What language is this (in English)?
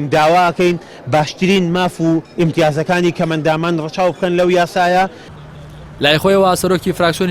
Central Kurdish